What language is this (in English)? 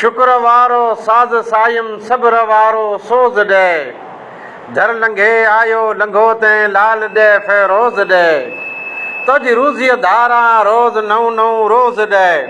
Sindhi